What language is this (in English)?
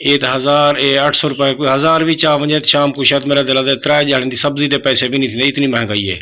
Saraiki